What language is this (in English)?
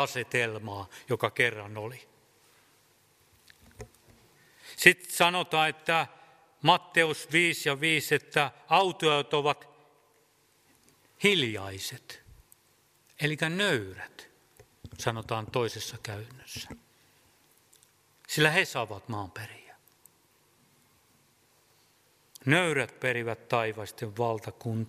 Finnish